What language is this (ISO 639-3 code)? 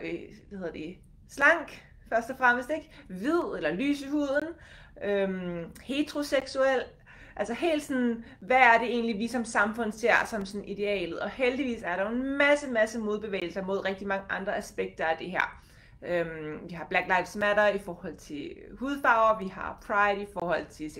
dan